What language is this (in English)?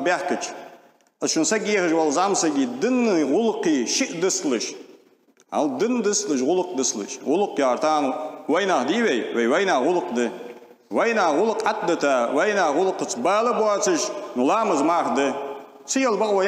Ingush